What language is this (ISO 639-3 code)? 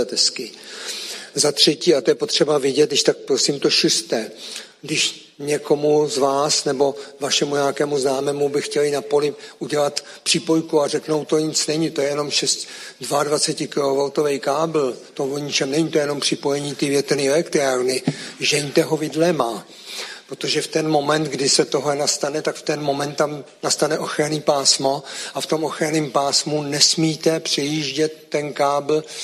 ces